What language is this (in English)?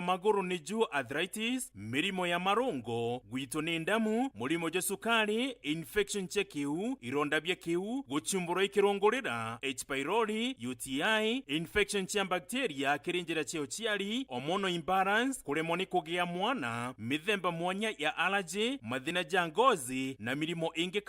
Meru